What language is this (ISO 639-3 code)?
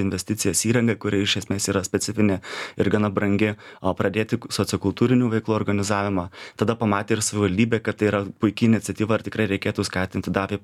lit